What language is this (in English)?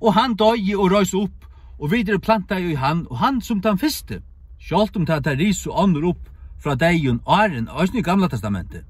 Faroese